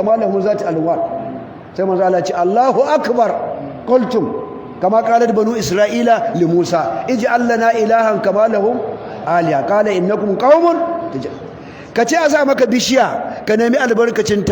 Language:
Hausa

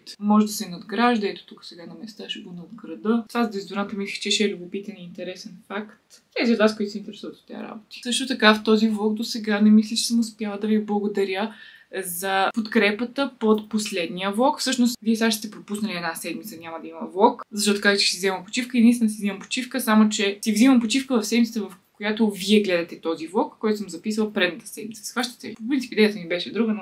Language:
Bulgarian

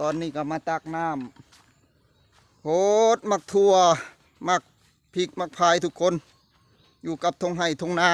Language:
Northeastern Thai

